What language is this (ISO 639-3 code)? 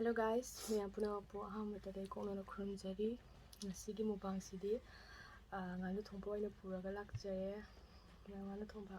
mni